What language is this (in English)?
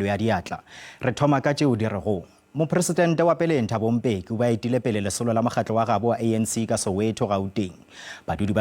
Northern Sotho